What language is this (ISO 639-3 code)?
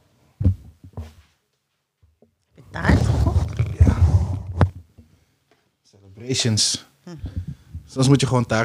nld